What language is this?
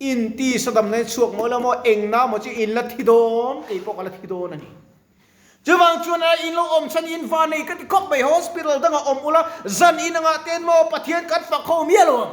Mizo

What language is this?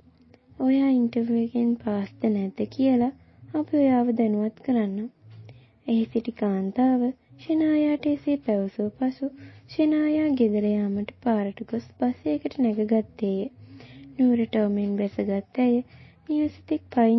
Sinhala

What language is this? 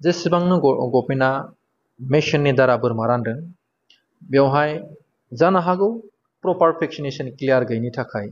Bodo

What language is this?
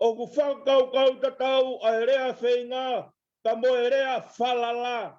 Tongan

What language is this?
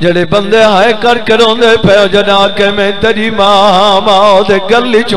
Saraiki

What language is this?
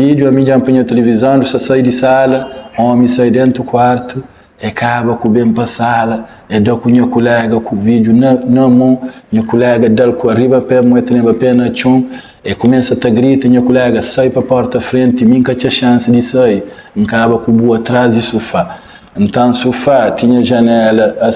Kabuverdianu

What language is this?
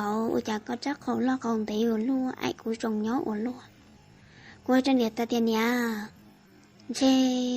Hmong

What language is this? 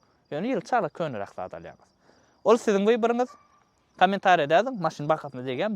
Turkmen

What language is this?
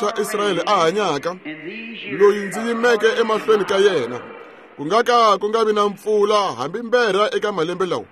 Tsonga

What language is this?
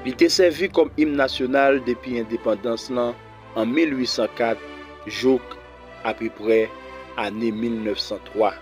Haitian Creole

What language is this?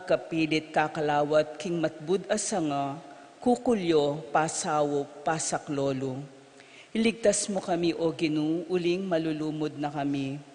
Pampanga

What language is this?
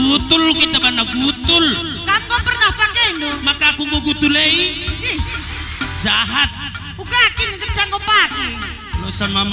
Batak Karo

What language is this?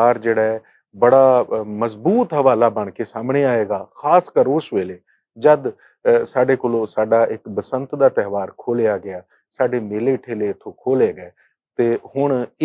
Western Panjabi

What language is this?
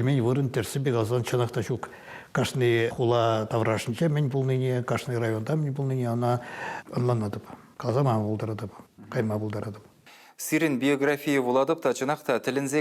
Chuvash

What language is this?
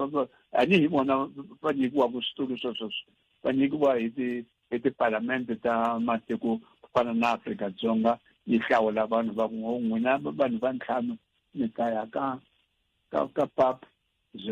Tsonga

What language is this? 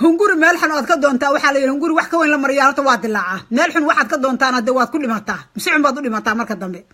Somali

